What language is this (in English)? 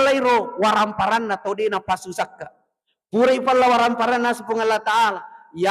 Buginese